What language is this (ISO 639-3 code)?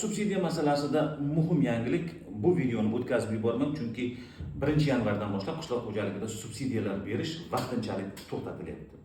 uzb